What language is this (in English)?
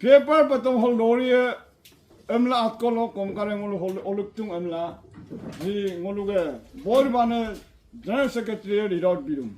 Adi